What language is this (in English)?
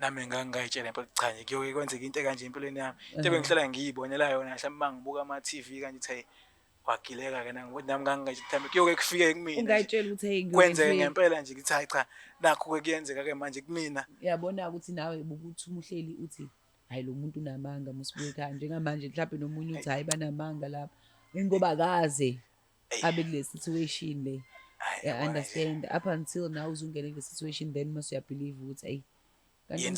Zulu